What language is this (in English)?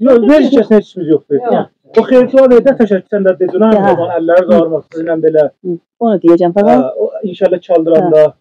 South Azerbaijani